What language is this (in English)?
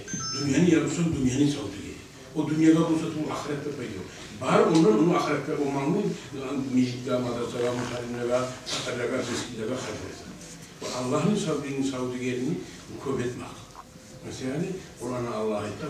Kumyk